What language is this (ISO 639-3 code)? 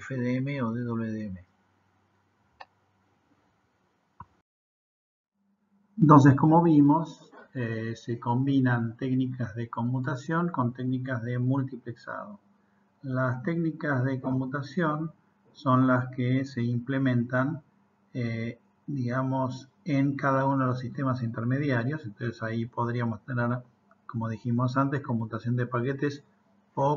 spa